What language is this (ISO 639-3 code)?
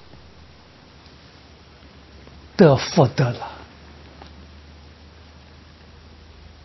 zho